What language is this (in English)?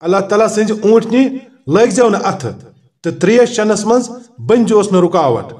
Kashmiri